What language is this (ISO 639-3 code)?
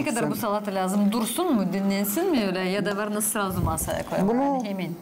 gag